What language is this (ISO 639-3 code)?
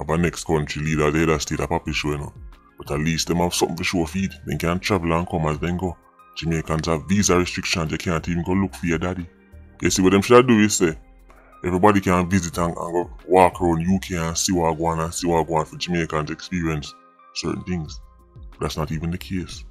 jam